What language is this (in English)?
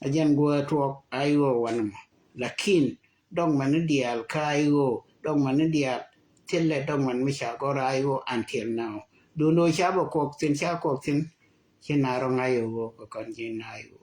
Nuer